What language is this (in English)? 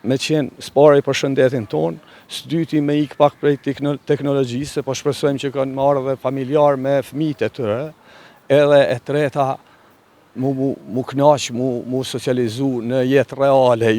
Albanian